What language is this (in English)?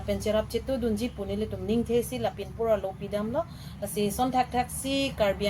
Karbi